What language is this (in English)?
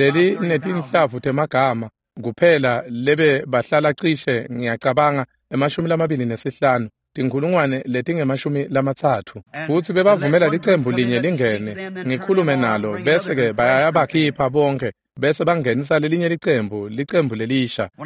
Swati